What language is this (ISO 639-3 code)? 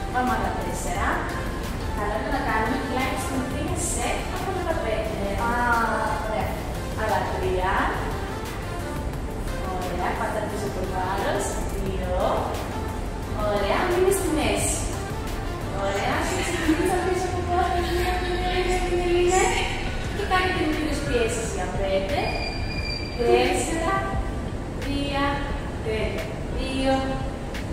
ell